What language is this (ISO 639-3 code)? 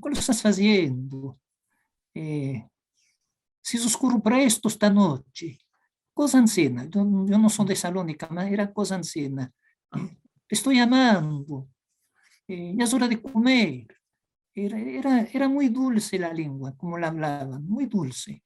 lad